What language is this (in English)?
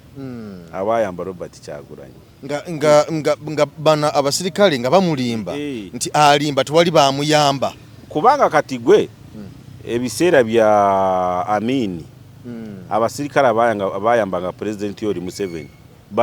Ganda